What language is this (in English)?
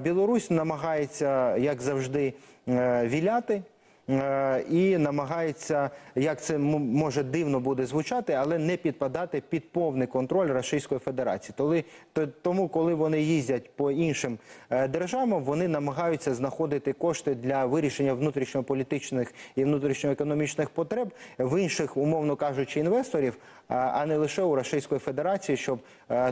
Ukrainian